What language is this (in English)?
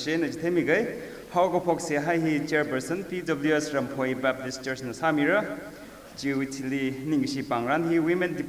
Tangkhul Naga (India)